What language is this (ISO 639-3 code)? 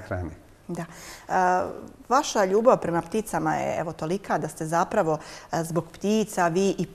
bos